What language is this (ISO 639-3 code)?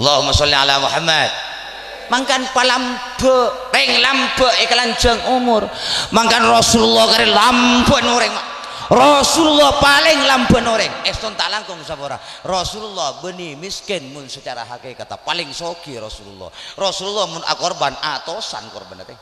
mad